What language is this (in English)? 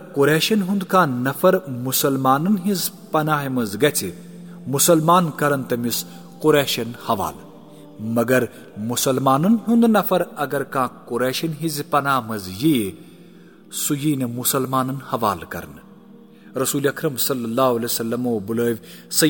Kashmiri